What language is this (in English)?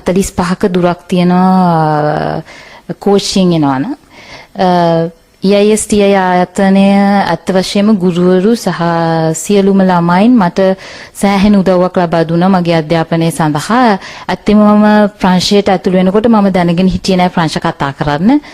Sinhala